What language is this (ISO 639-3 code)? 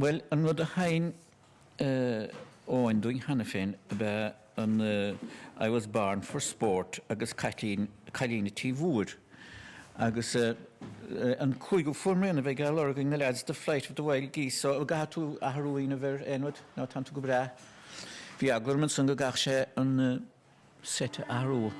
gle